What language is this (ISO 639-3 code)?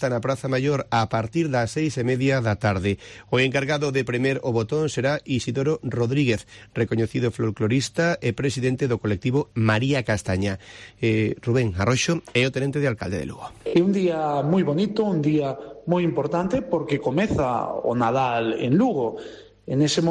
glg